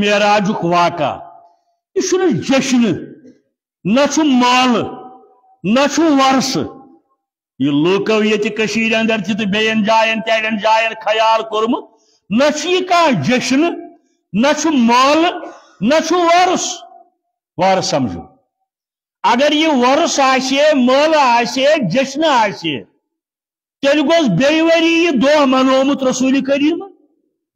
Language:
Kashmiri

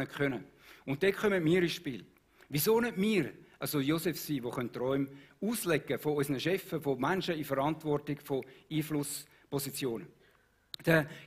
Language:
Swiss German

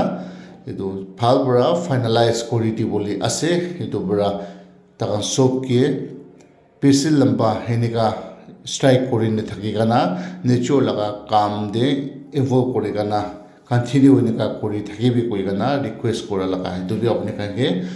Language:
Naga Pidgin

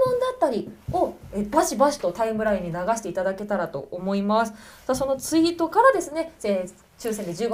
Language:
Japanese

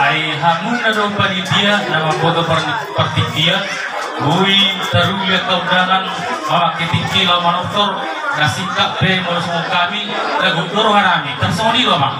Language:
Batak Toba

